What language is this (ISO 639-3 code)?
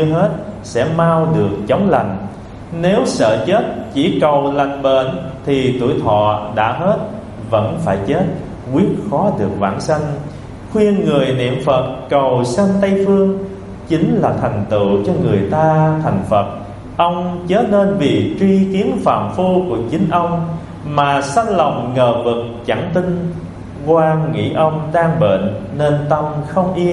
vie